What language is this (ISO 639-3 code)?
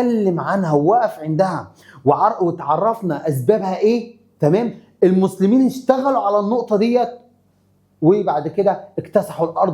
arz